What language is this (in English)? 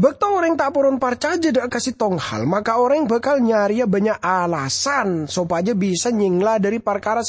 Madurese